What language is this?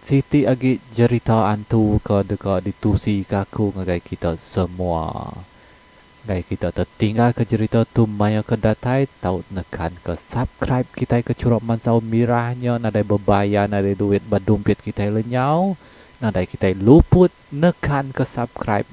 Iban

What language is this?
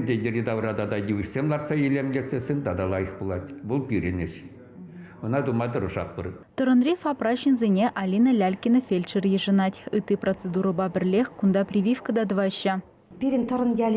Chuvash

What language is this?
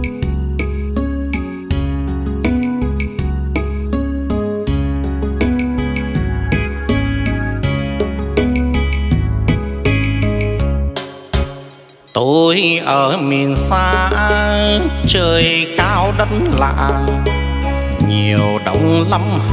Vietnamese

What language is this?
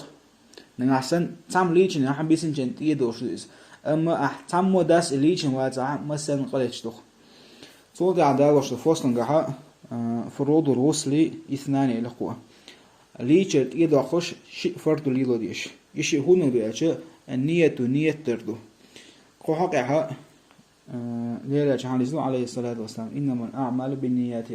Chechen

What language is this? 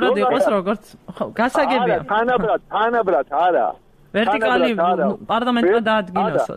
Georgian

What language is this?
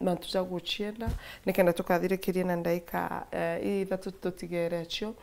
Meru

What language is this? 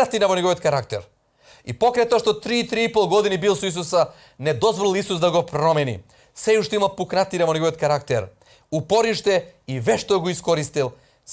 Macedonian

